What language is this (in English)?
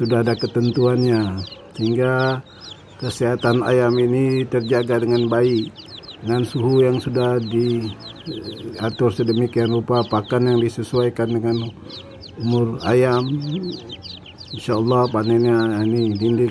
Indonesian